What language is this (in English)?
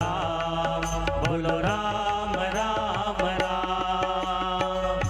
Chhattisgarhi